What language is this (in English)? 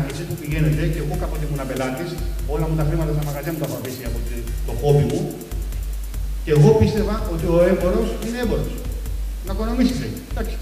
Greek